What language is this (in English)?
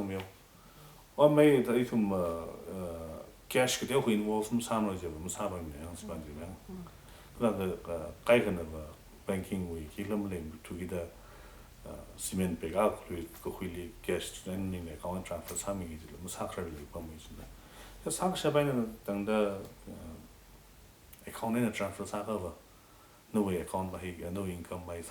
Tangkhul Naga (India)